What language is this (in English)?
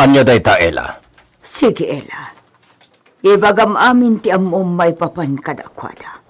Iloko